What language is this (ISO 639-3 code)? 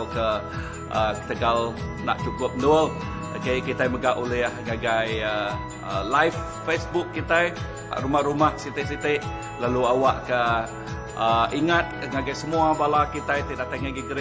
iba